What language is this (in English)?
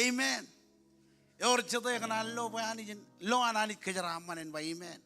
Marshallese